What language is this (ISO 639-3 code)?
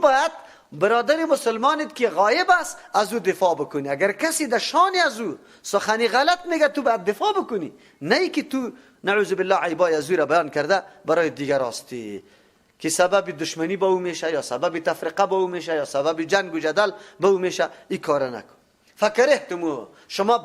fas